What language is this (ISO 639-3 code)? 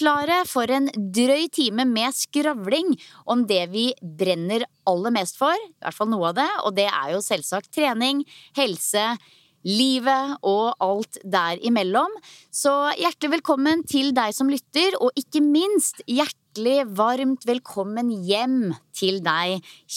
nor